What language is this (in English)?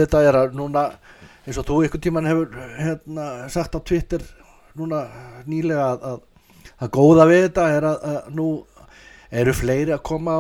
Icelandic